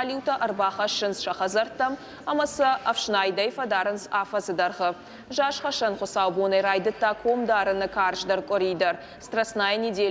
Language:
Ossetic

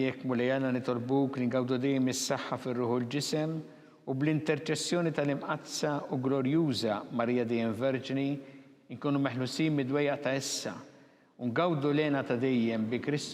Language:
Maltese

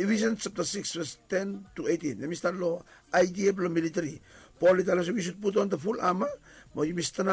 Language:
Bislama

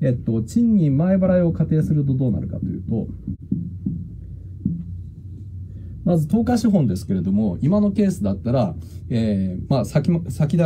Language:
Japanese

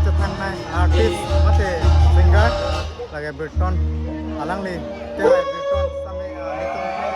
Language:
Karbi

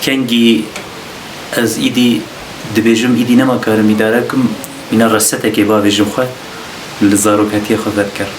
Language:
Kurdish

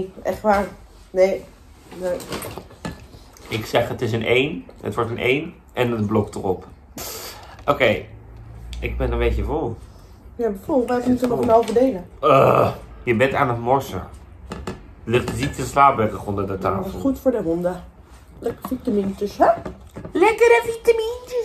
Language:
Dutch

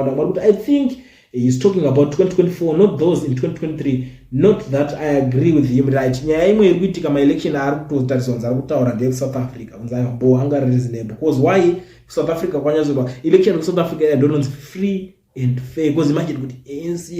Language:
Shona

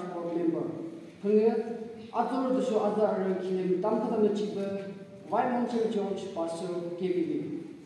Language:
Yimchungru Naga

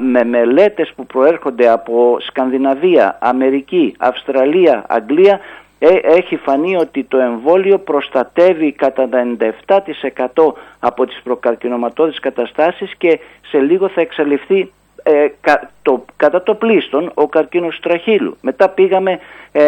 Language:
Greek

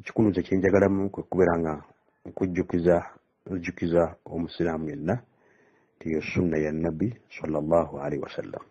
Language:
Ganda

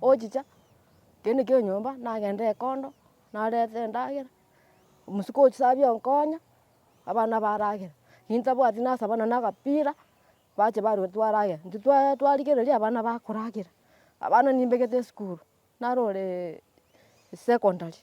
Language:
Gusii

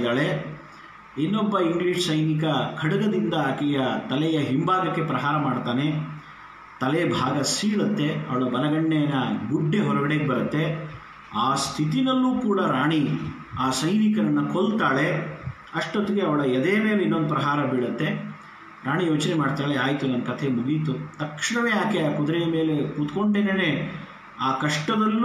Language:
Kannada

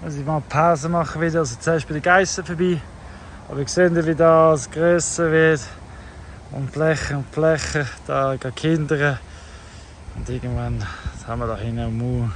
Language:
Swiss German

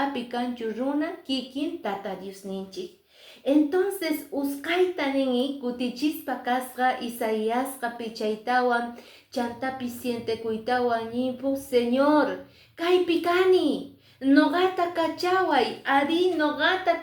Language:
Quechua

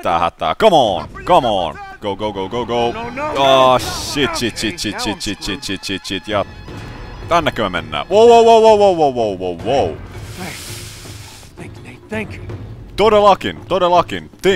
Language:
Finnish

